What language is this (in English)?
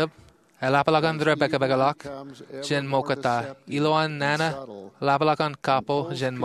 Marshallese